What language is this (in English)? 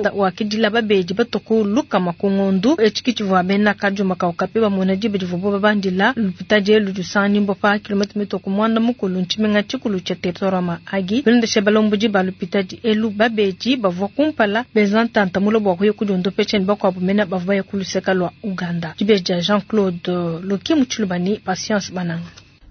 Luba-Lulua